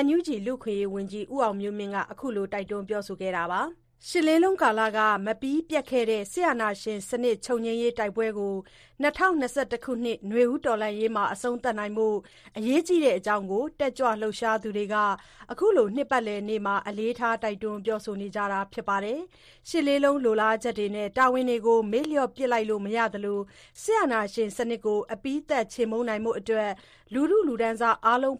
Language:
Burmese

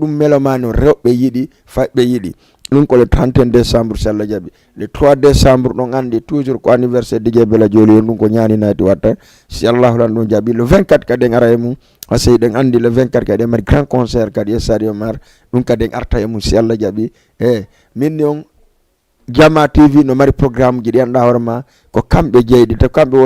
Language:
Fula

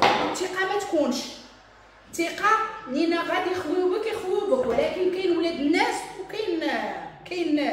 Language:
Moroccan Arabic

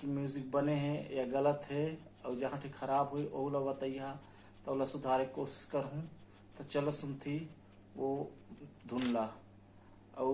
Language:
Chhattisgarhi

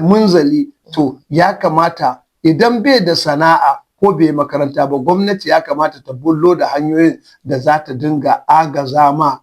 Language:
Hausa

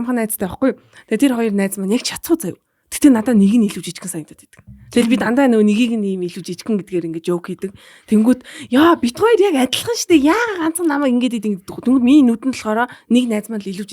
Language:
Mongolian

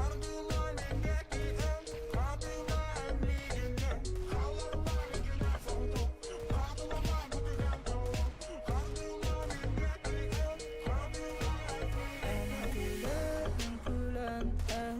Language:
Yakut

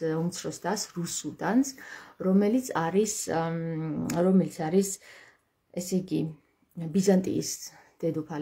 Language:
Georgian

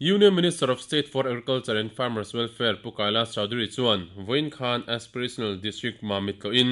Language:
Mizo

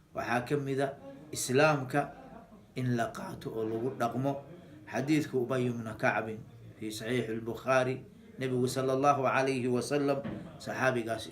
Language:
Somali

